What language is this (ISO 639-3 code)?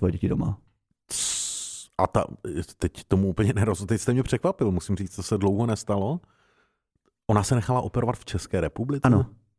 ces